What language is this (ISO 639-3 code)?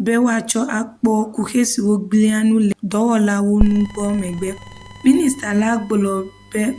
ewe